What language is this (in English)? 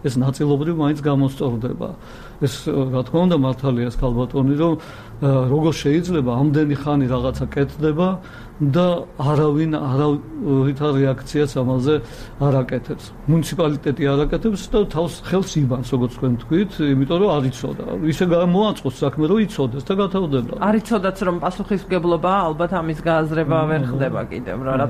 Georgian